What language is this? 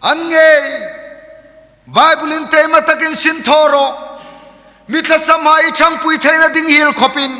Hmar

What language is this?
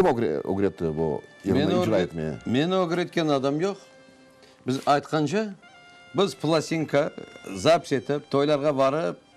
Crimean Tatar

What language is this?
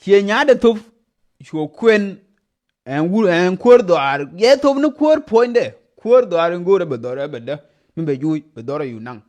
Nuer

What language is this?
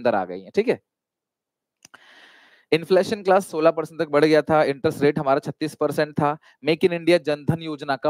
Hindi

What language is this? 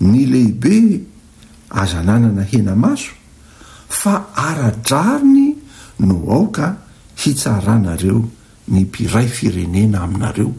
Malagasy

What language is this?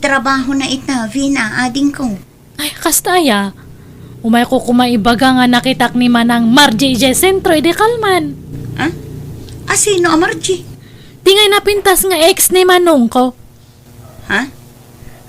Iloko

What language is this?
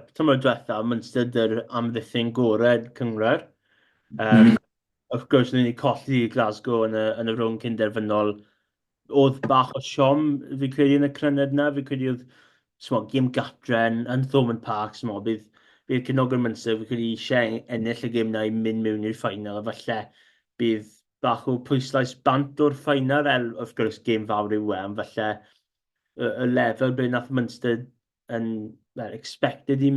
Welsh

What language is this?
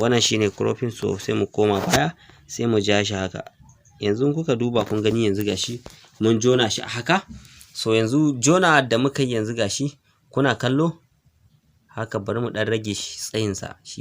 Hausa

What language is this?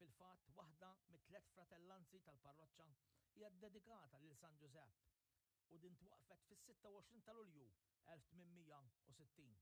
Maltese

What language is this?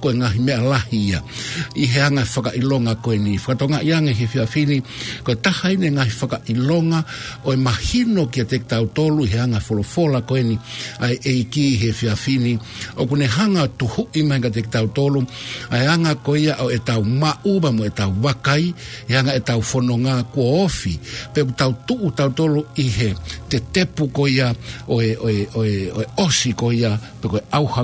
Tongan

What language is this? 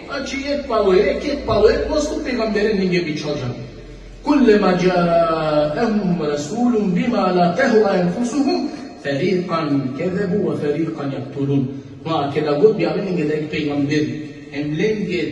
Balkan Romani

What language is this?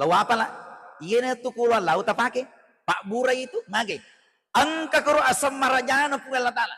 Buginese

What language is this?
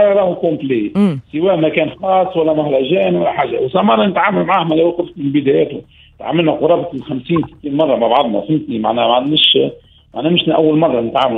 Tunisian Arabic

